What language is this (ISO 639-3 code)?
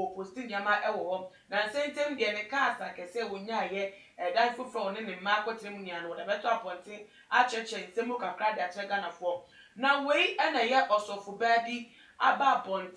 aka